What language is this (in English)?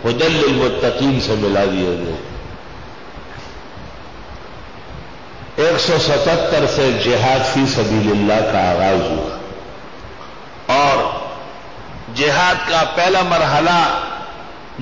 Urdu